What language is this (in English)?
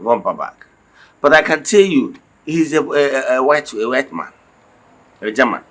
Igbo